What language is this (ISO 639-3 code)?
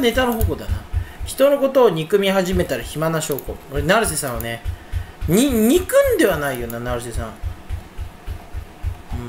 jpn